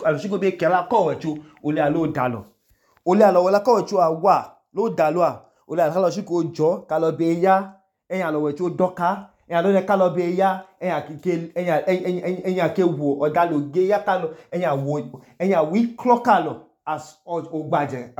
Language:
Idoma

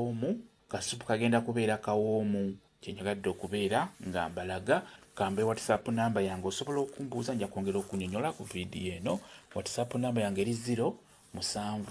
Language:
Ganda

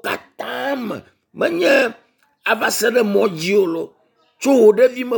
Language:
Ewe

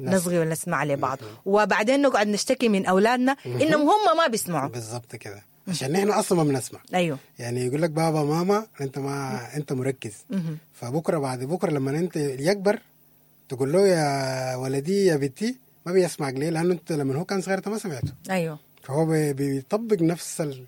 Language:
Sudanese Arabic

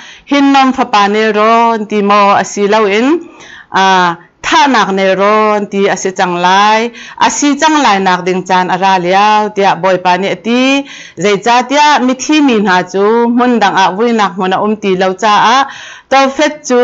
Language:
Hakha Chin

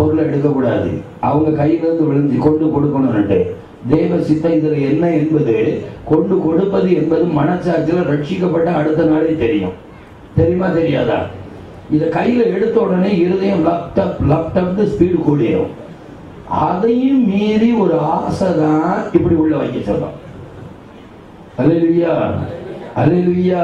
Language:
Tamil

